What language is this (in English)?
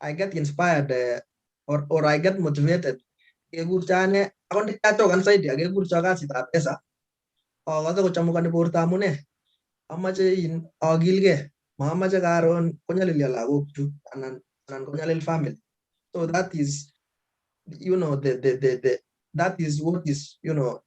Kalenjin